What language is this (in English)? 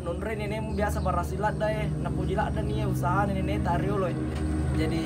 Buginese